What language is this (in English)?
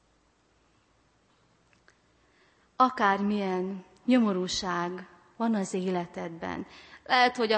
Hungarian